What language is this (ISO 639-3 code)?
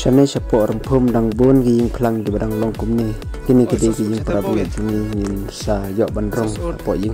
kha